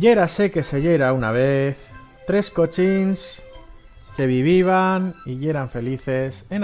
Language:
Aragonese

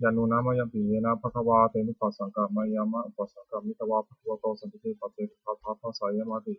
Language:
Pali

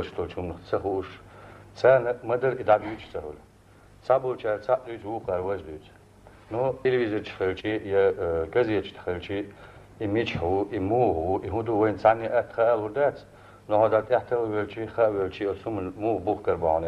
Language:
Chechen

